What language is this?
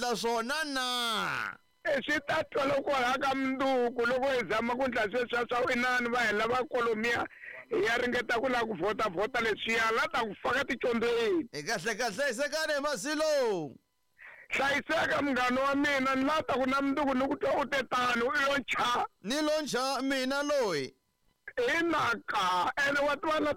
Tsonga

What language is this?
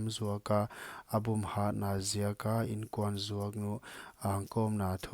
Paite Chin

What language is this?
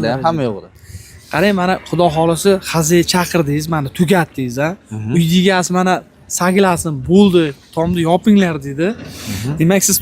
Uzbek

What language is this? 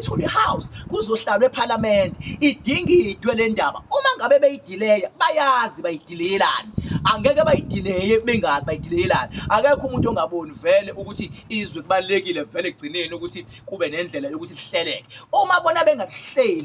Zulu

